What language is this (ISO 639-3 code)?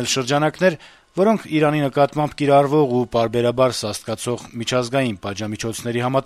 hye